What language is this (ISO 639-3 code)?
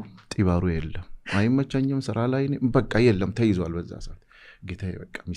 amh